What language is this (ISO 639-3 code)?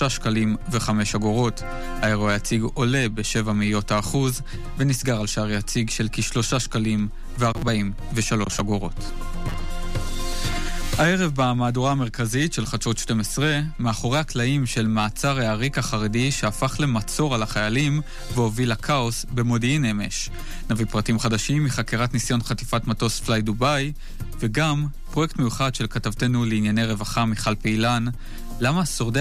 heb